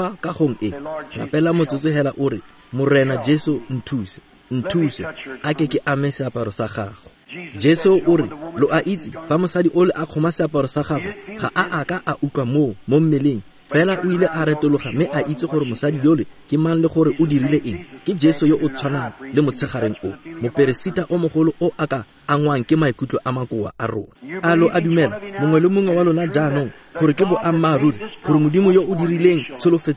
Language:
Tswana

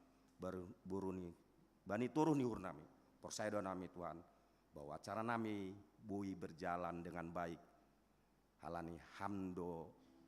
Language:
Batak Simalungun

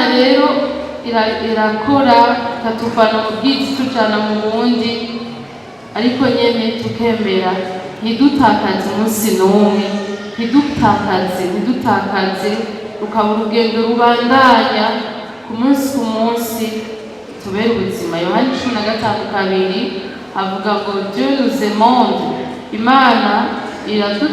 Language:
Rundi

